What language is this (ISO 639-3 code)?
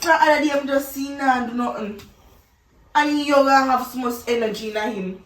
jam